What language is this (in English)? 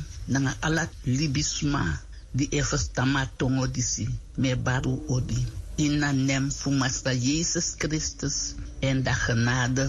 Sranan Tongo